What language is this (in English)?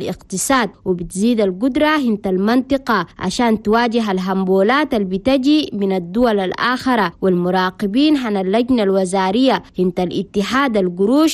Chadian Arabic